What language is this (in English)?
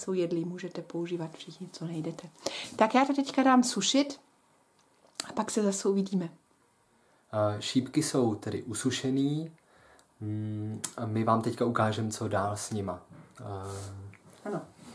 Czech